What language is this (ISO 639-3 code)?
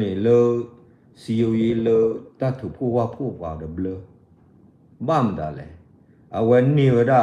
ksw